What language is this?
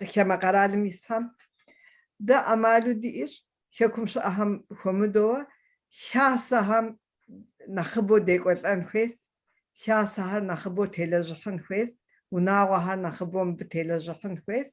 Kabardian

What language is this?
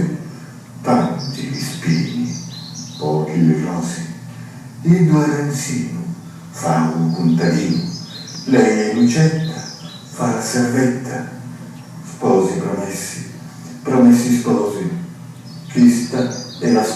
Sicilian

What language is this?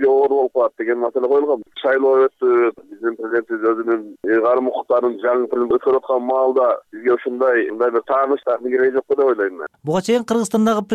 Kyrgyz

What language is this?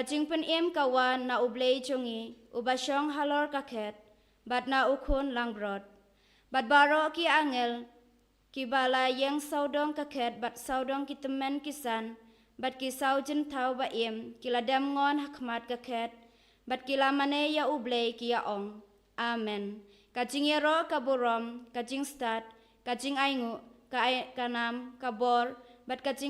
Khasi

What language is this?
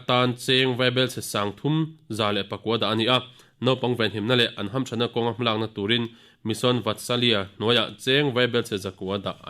Mizo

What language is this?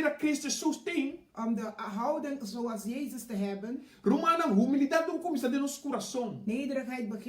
Papiamento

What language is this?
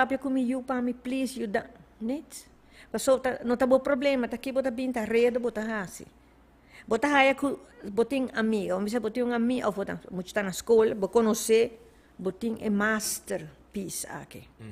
Papiamento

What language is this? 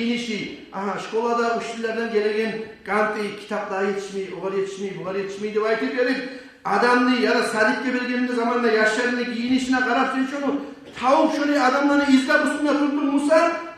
Kumyk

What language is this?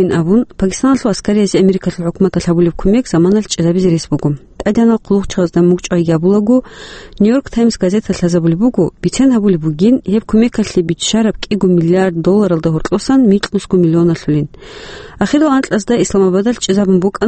Avaric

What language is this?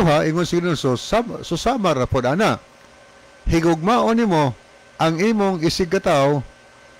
Cebuano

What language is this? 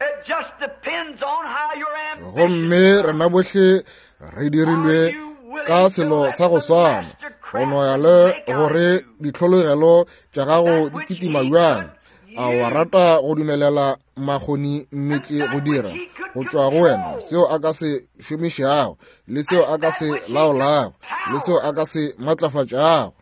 Northern Sotho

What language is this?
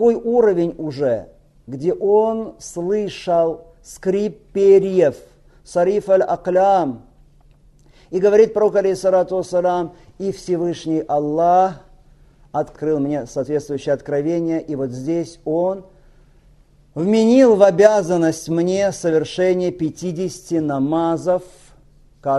Russian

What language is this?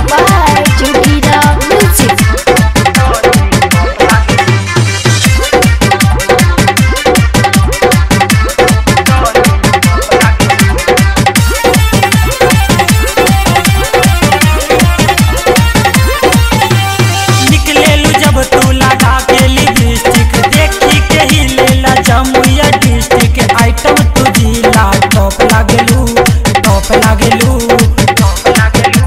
Bhojpuri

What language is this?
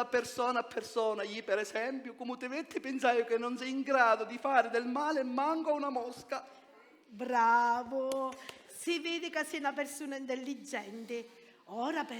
Sicilian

